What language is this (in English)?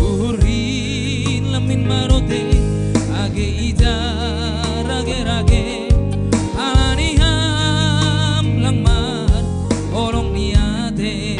Batak Simalungun